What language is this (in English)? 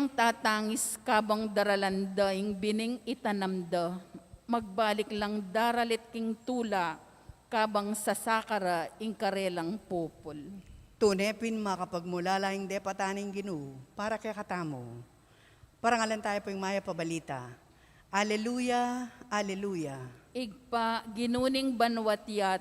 Pampanga